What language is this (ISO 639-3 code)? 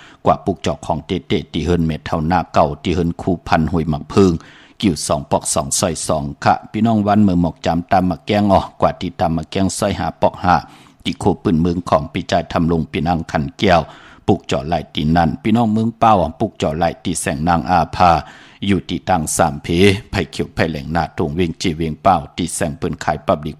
shn